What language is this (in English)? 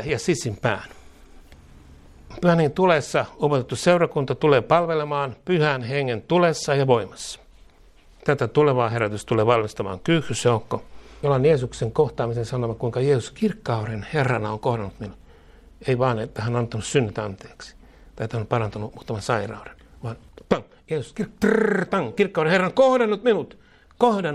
Finnish